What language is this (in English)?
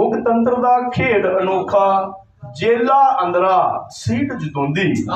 Dogri